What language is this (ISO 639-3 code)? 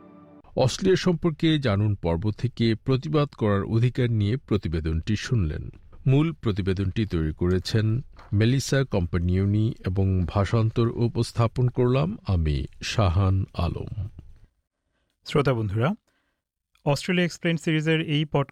ben